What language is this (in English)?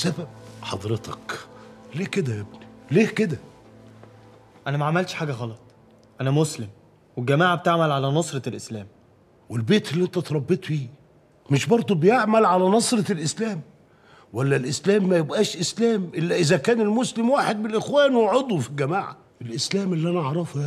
Egyptian Arabic